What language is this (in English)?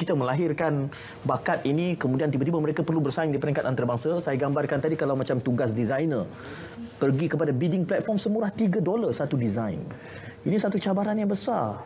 Malay